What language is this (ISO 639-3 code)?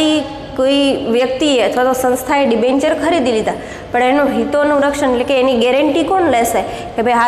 guj